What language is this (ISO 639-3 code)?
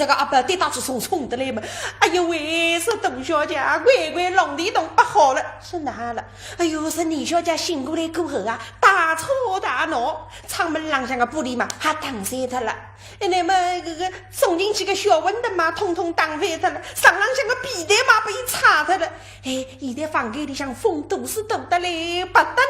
wuu